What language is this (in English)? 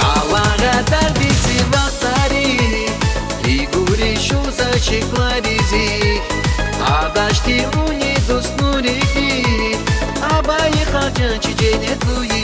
Tabassaran